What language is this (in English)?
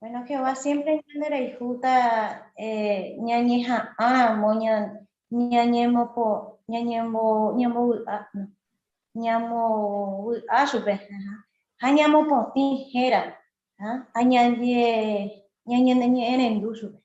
Guarani